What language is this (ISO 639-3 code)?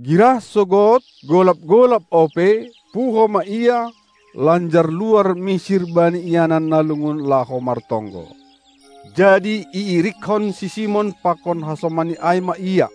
bts